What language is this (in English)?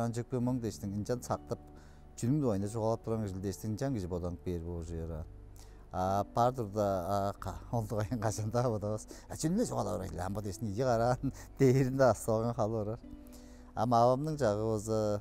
Tuvinian